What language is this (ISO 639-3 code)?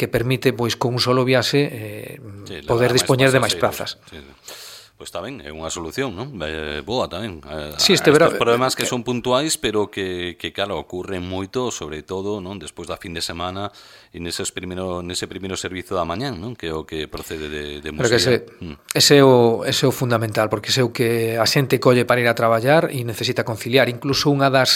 glg